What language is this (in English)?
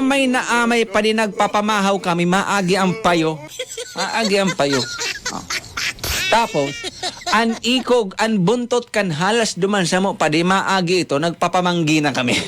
Bikol